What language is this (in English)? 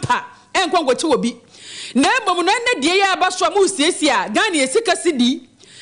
Akan